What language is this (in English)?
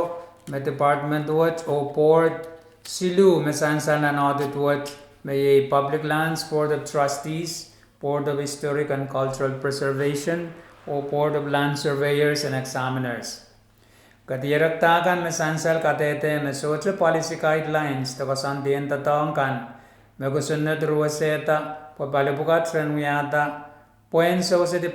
Pohnpeian